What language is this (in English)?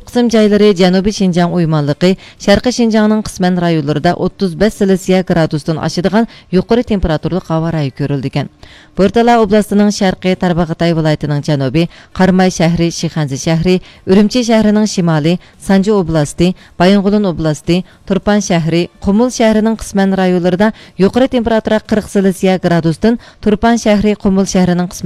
Uyghur